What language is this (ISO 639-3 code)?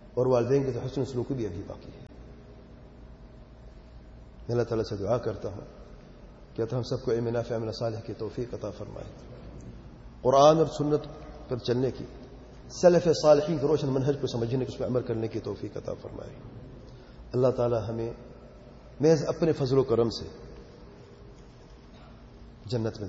urd